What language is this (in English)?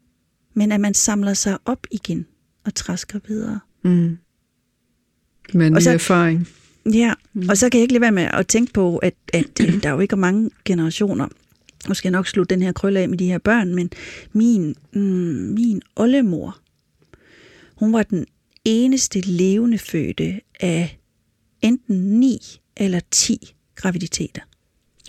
Danish